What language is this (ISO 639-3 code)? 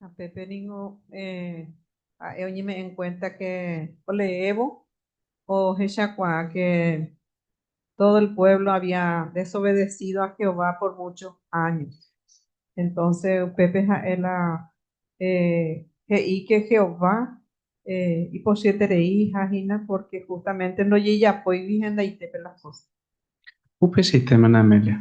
grn